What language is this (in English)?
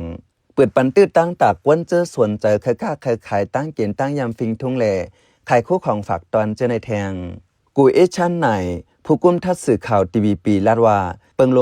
Shan